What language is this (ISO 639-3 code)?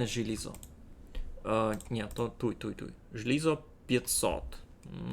rue